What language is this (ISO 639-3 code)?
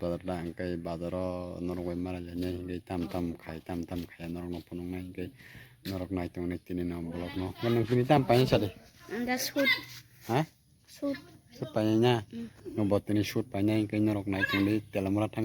trp